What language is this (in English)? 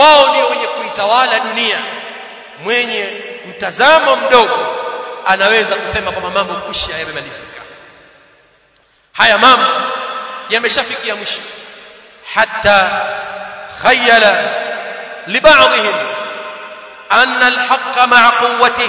Swahili